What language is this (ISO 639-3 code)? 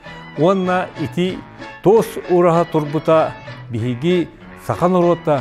sah